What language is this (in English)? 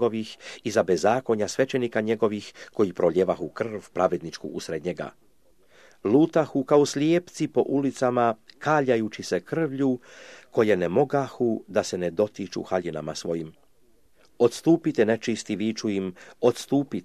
Croatian